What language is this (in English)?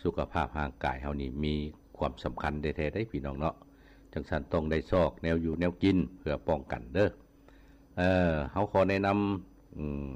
Lao